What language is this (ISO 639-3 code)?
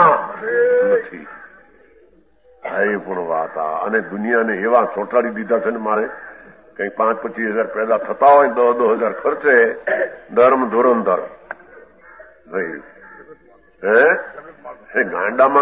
guj